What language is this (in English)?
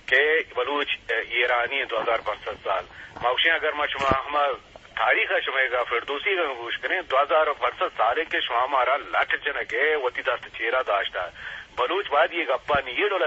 Eastern Balochi